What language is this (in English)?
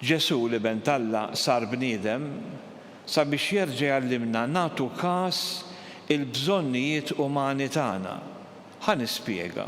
Maltese